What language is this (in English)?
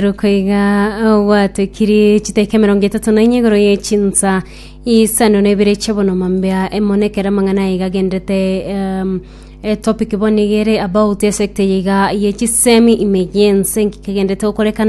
Gusii